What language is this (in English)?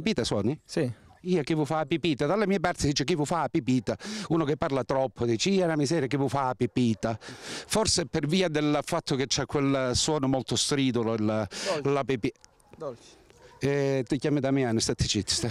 Italian